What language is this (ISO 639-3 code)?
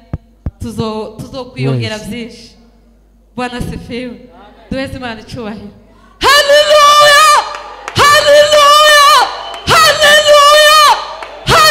kin